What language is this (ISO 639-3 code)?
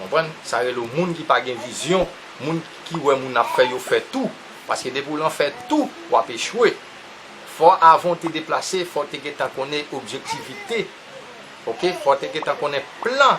hat